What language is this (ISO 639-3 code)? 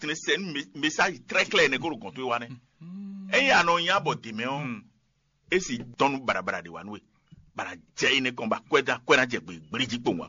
fon